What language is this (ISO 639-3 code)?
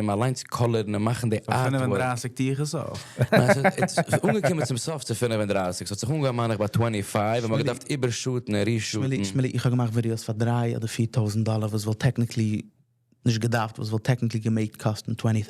yid